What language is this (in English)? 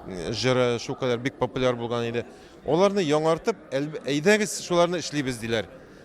Tatar